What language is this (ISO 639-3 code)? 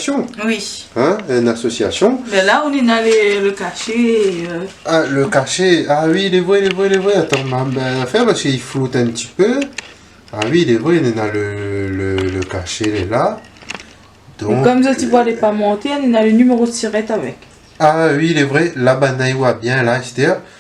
rcf